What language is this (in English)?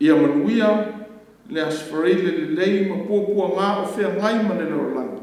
Samoan